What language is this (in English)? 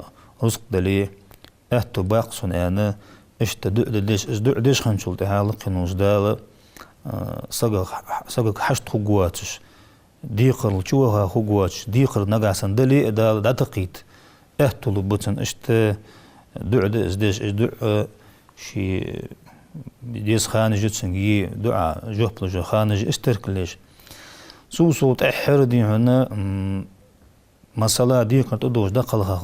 Ingush